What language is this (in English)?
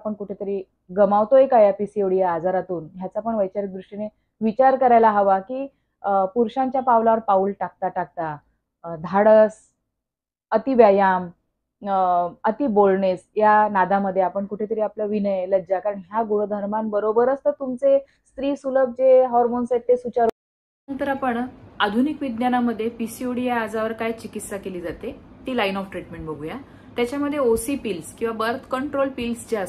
Marathi